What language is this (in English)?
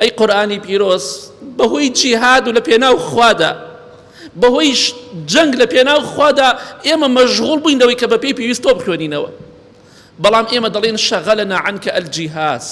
Central Kurdish